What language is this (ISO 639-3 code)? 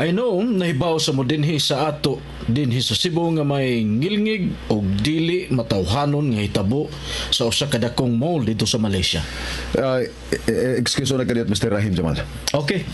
ceb